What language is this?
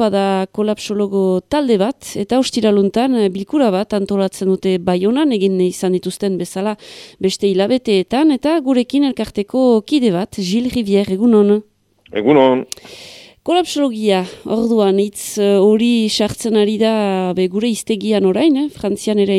Basque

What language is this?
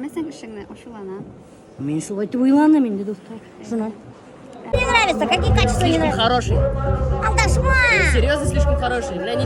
Bashkir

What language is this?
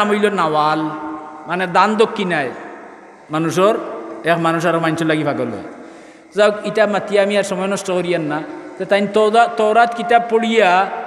Sylheti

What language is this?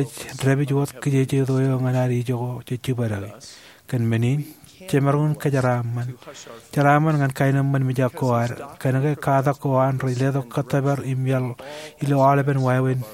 Marshallese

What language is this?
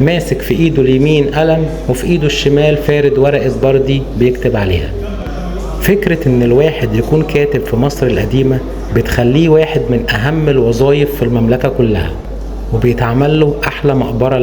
Egyptian Arabic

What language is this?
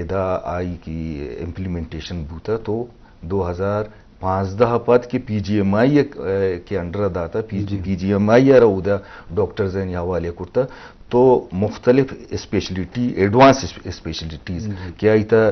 Eastern Balochi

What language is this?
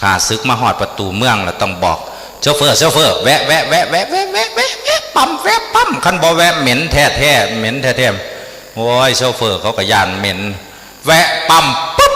Northeastern Thai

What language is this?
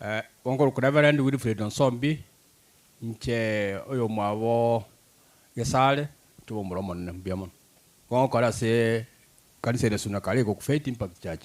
Gusii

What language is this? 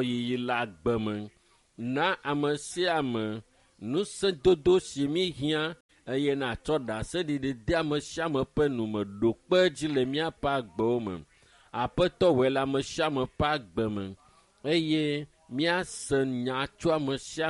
Ewe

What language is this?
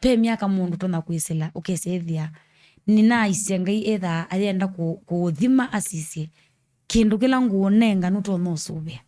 Kamba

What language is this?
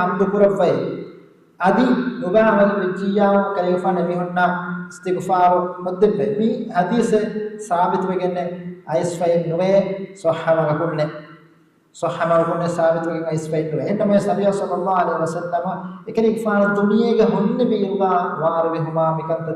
Divehi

